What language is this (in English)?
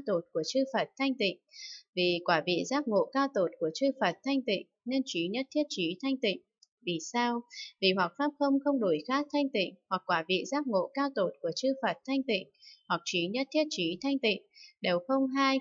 Vietnamese